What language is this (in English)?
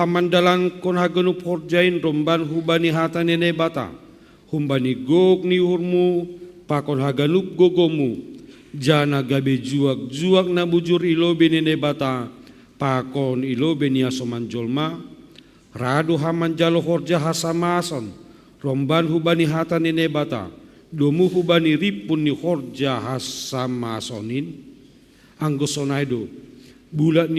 Batak Simalungun